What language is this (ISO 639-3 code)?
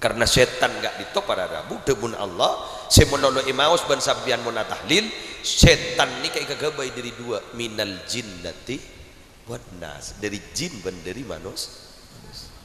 mad